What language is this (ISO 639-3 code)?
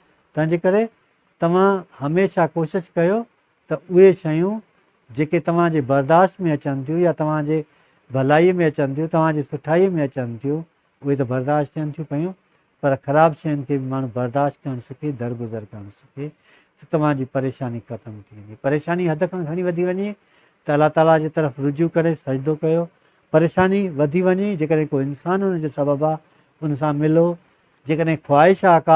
snd